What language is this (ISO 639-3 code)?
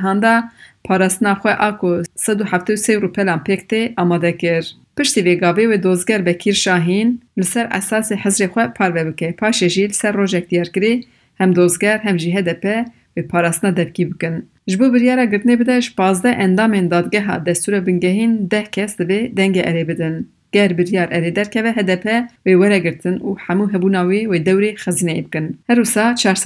kur